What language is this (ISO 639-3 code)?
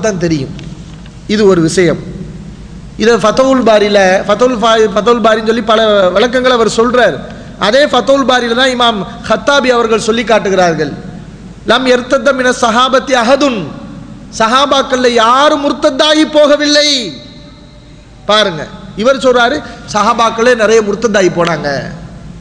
tam